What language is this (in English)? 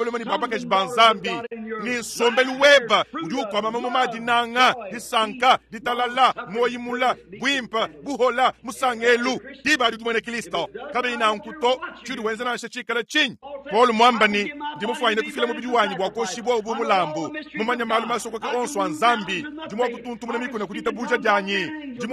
Luba-Lulua